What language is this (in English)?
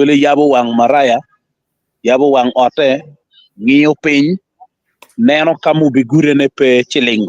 Acoli